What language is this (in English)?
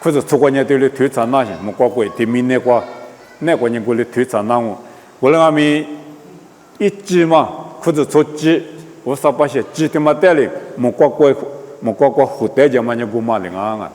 Lisu